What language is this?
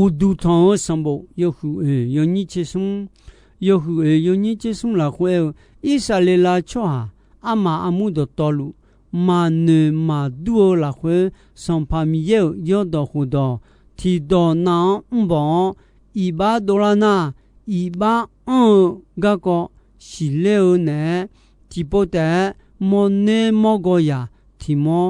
Akha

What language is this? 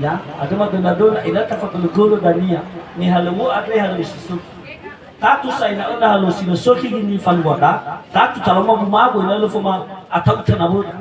Nias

